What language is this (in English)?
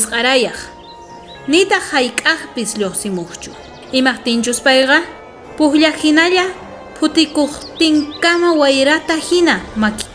South Bolivian Quechua